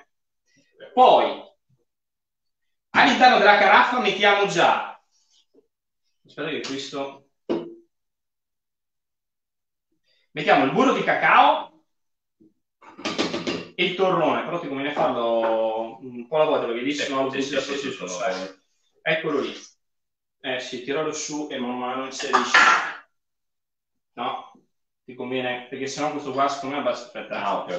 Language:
Italian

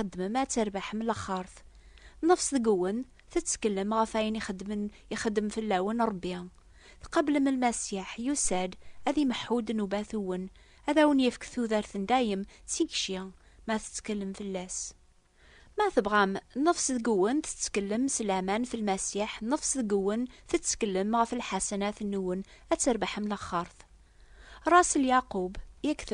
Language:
Kabyle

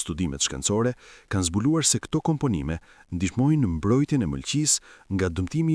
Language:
Albanian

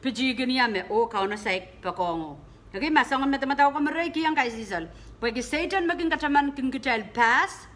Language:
Pohnpeian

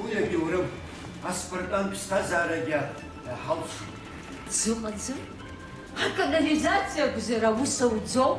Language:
Abkhazian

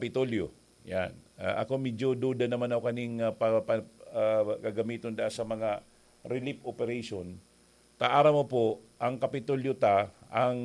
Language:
Bikol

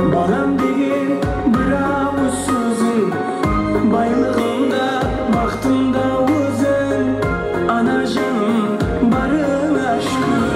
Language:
Kara-Kalpak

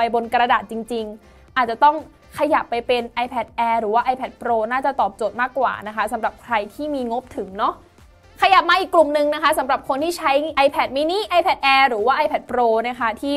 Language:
Thai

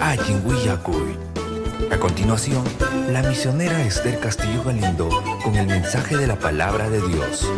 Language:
Ayacucho Quechua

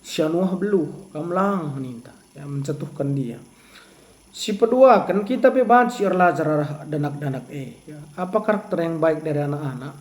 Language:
Batak Karo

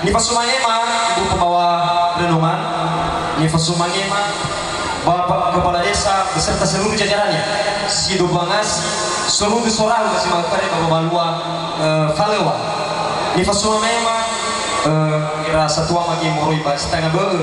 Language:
Nias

